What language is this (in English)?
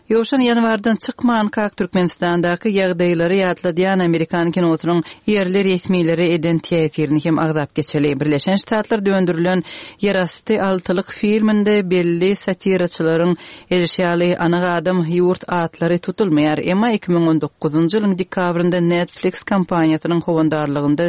Turkmen